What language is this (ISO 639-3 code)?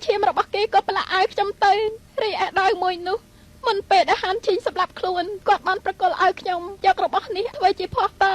khm